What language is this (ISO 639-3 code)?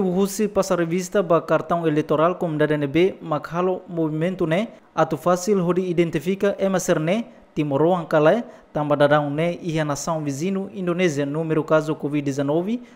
tet